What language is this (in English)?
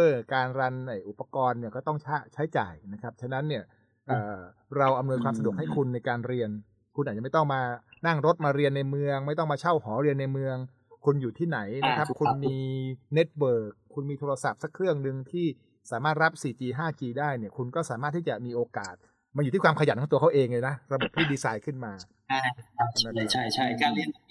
Thai